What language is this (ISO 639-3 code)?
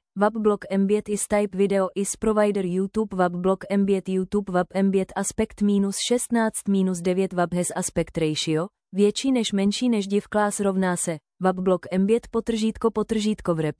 ces